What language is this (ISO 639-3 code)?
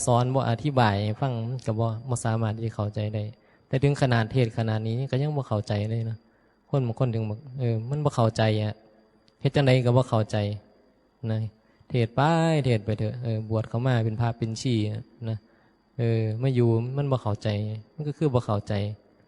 tts